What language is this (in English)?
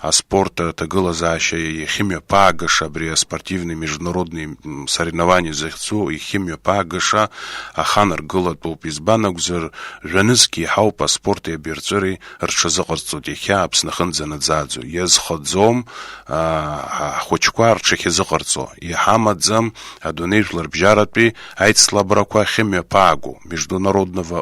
Abkhazian